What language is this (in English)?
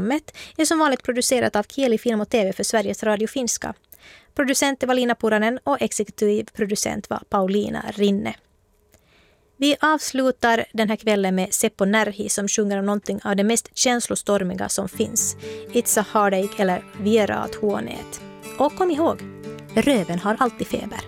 Swedish